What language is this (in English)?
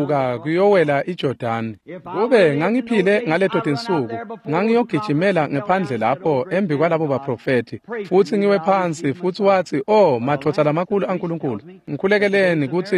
Swati